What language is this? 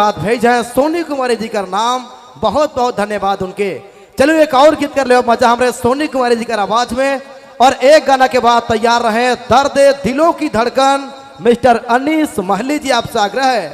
Sadri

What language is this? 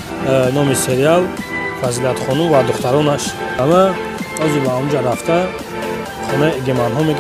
Tajik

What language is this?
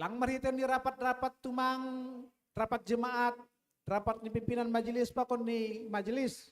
Batak Simalungun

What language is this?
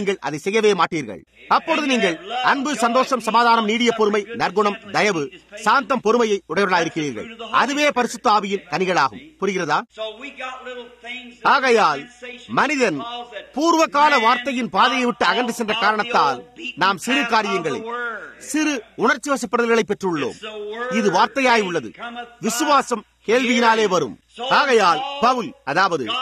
Tamil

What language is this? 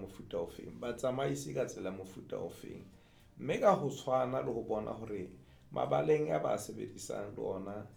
Southern Sotho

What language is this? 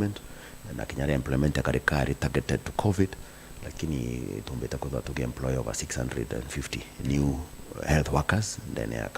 Meru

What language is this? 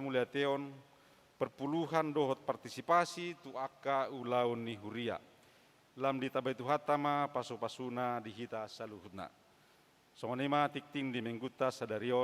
Batak Toba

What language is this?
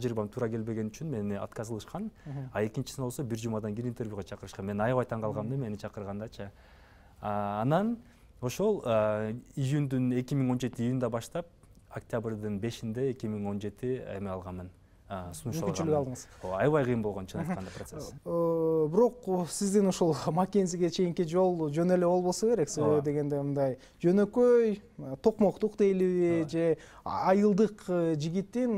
Kyrgyz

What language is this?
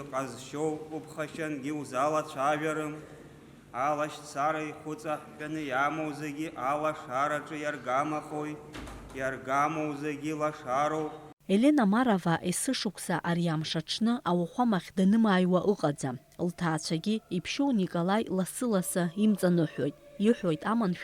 Abkhazian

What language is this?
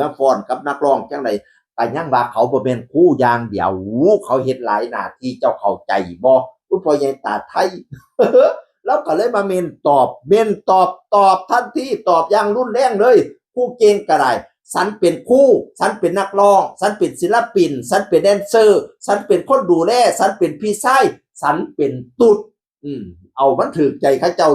Northeastern Thai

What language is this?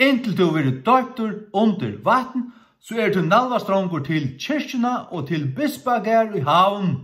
Faroese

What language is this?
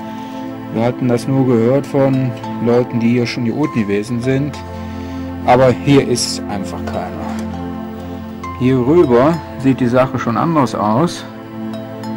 German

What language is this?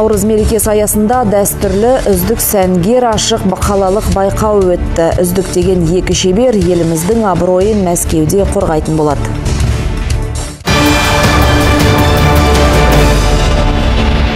Kazakh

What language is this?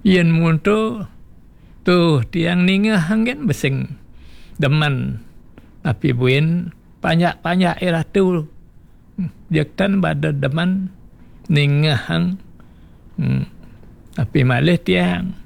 Balinese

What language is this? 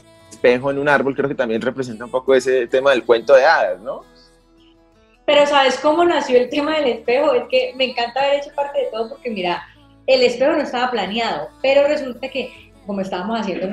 Spanish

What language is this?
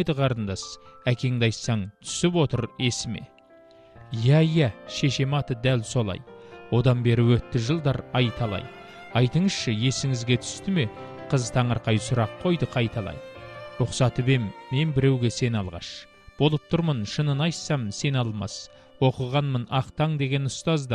Kazakh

